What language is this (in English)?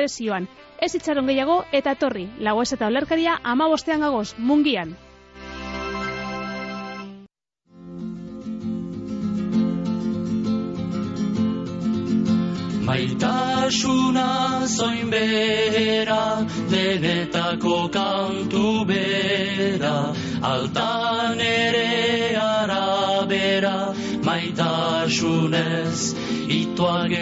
Basque